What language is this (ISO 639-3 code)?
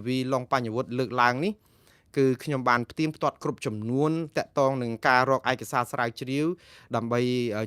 khm